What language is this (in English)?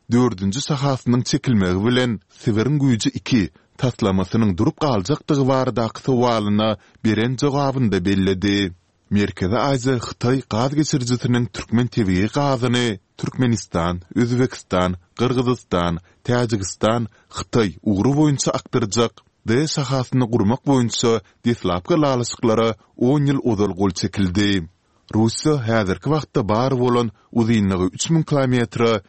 Turkmen